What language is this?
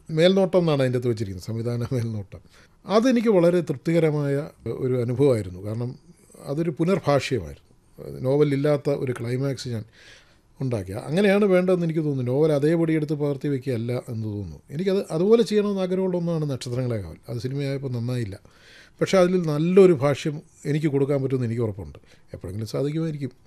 Malayalam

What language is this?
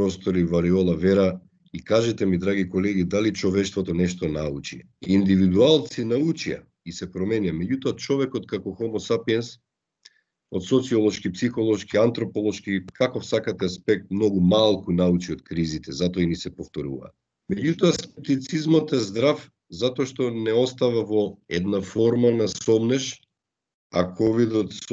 Macedonian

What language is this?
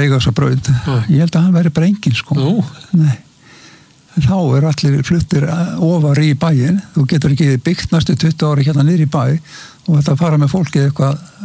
Icelandic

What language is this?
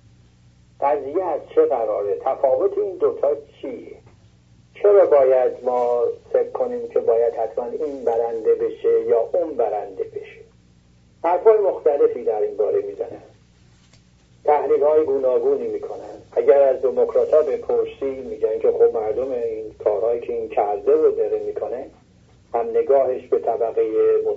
Persian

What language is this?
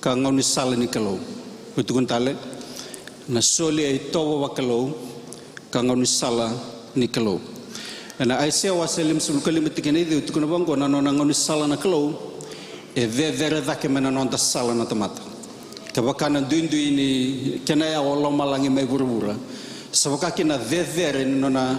Fijian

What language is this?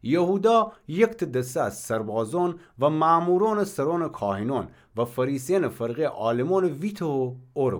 Gilaki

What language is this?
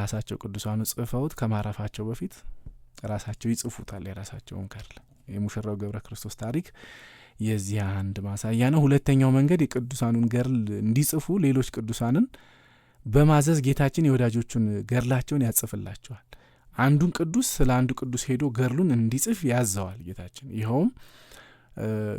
Amharic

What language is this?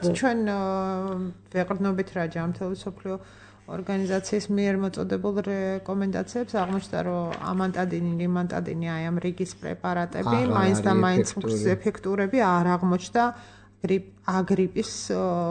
Georgian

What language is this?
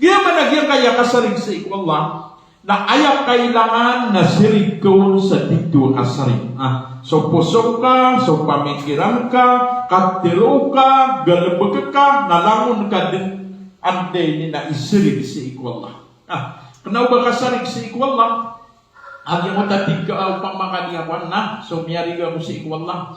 Maranao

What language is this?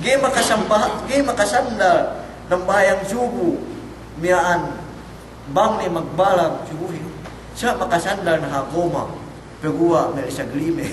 Yakan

